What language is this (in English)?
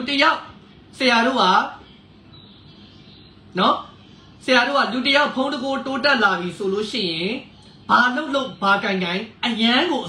Burmese